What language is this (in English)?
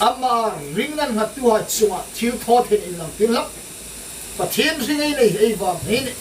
Hmar